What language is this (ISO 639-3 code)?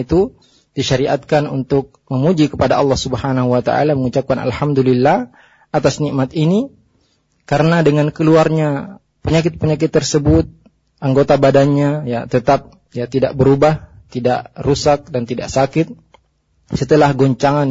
ind